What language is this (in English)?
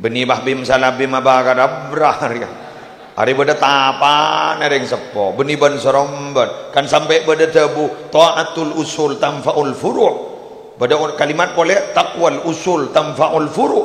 Madurese